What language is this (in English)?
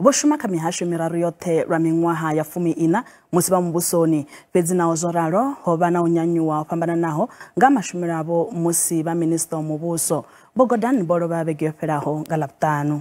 Venda